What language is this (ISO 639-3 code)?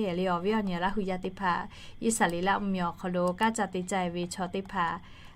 lhu